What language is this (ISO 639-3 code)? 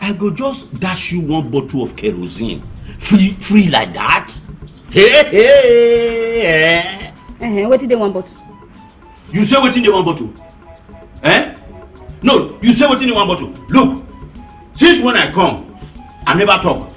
pcm